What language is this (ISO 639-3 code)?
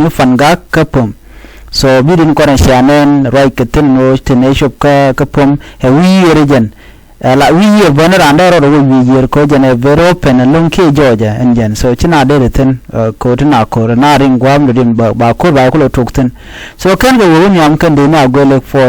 nus